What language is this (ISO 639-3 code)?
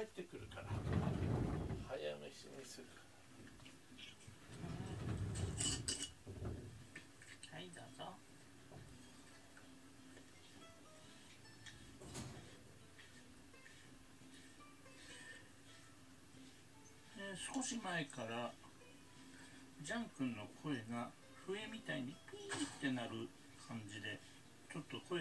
jpn